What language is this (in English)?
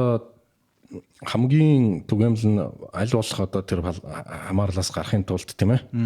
Mongolian